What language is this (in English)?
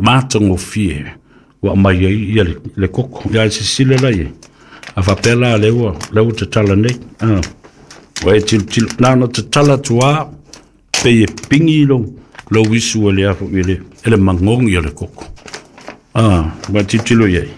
Samoan